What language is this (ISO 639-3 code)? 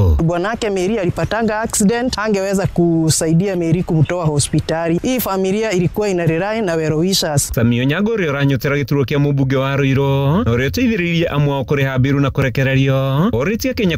kik